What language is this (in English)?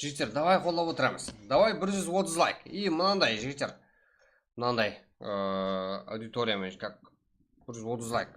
Kara-Kalpak